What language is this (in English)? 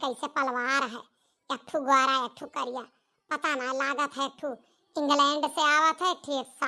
Awadhi